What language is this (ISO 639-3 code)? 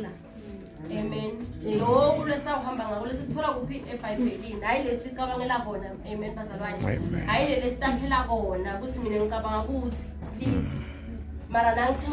zul